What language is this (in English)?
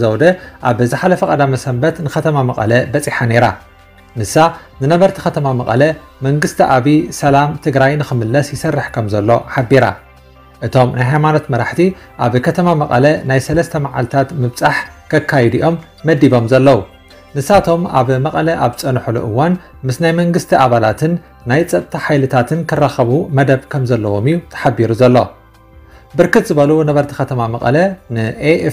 Tigrinya